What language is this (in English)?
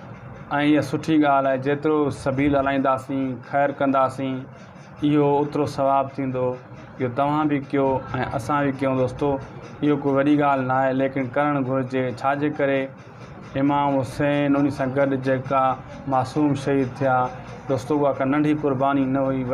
Sindhi